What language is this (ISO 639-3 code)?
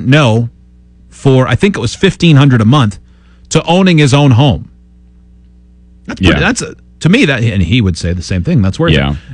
eng